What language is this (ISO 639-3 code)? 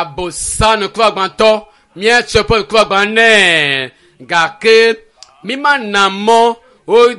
ewe